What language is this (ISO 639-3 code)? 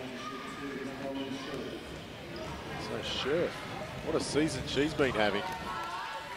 eng